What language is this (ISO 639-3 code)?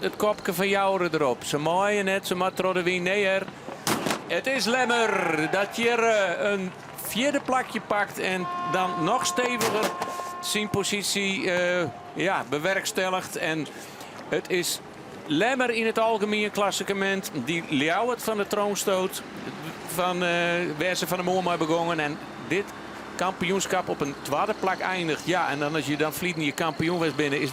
fry